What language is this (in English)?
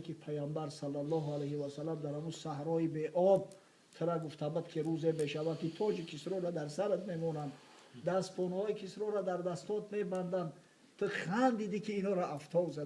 Tajik